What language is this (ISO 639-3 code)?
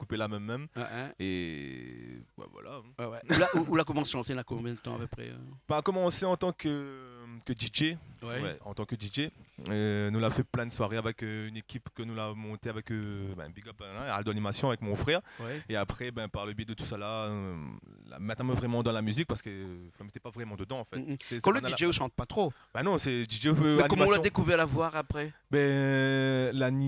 rcf